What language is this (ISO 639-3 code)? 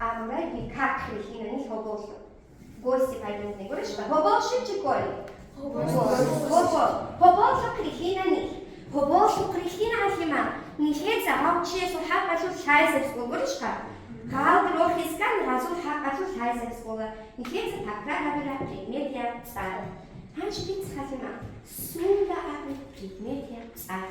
ava